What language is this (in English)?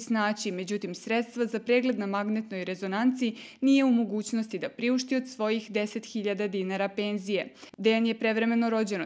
Serbian